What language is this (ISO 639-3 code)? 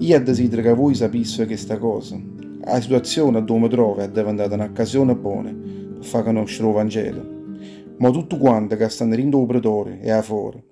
nap